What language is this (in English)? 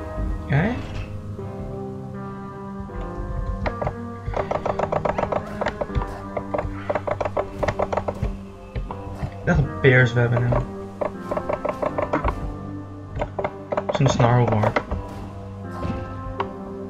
Dutch